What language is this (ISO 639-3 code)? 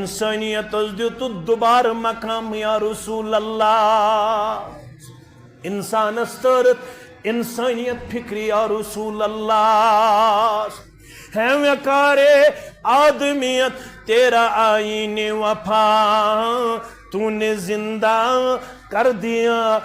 kas